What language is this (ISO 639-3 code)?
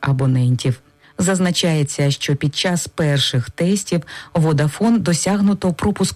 ukr